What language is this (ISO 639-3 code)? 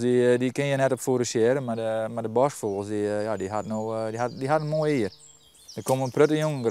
fry